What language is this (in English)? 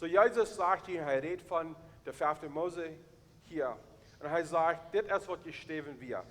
Plautdietsch